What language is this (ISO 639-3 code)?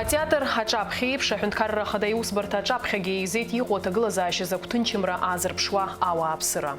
abk